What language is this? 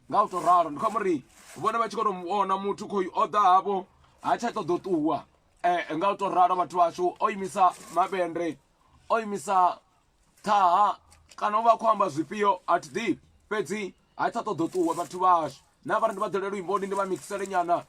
Venda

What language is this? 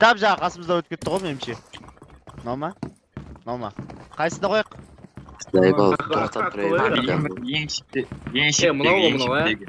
Kara-Kalpak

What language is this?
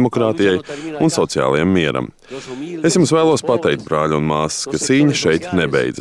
Latvian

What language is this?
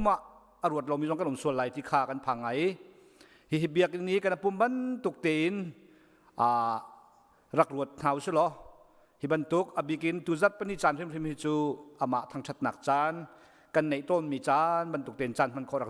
Hakha Chin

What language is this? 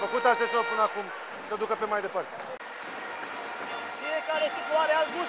Romanian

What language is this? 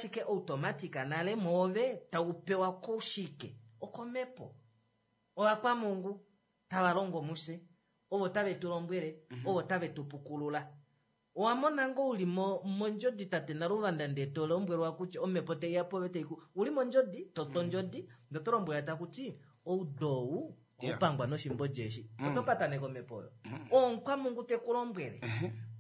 Kuanyama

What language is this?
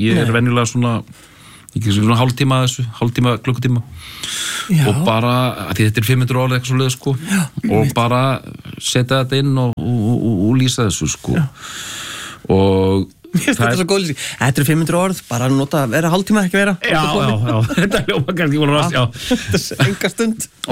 Icelandic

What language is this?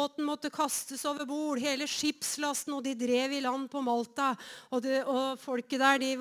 Norwegian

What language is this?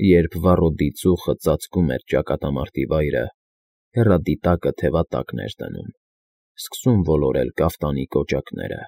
Armenian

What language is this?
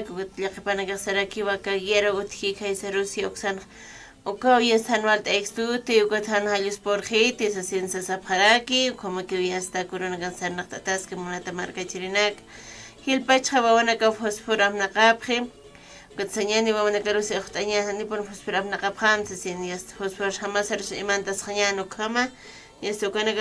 Aymara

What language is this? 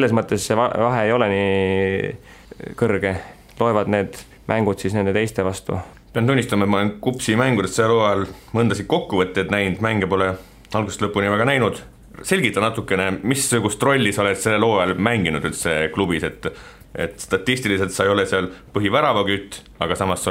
Estonian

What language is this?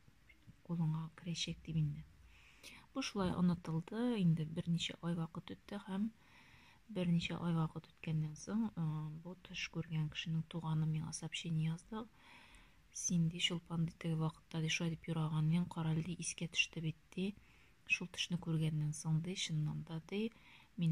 Tatar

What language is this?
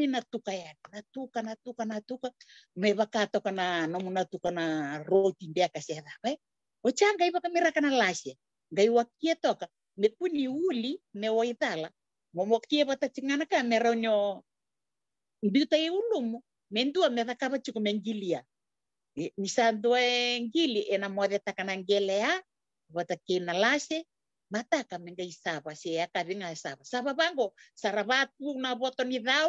Fijian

